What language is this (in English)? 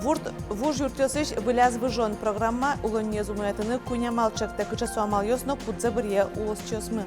Udmurt